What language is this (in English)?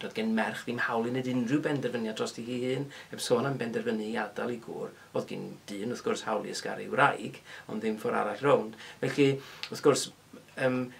Welsh